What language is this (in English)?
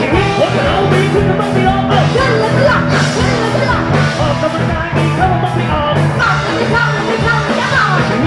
Thai